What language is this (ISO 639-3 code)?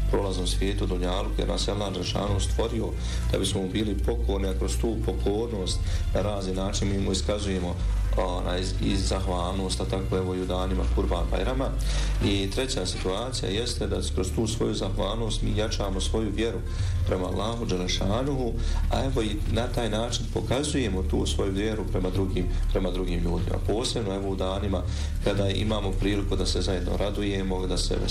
bos